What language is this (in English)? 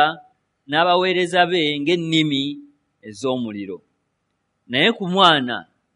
Ganda